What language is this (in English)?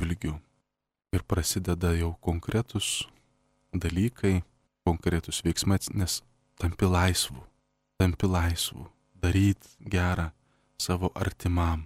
Lithuanian